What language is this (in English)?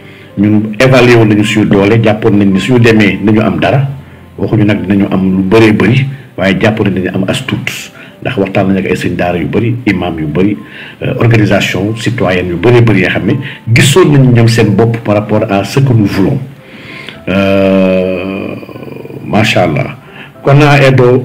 Wolof